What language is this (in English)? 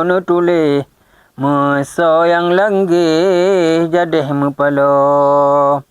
Achinese